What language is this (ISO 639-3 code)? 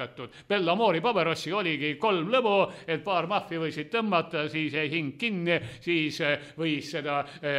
est